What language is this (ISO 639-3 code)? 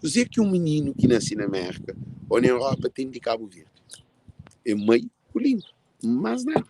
kea